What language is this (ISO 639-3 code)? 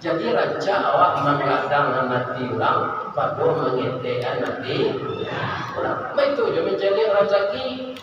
min